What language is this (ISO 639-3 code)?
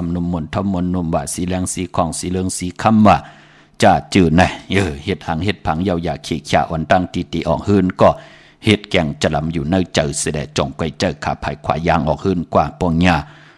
shn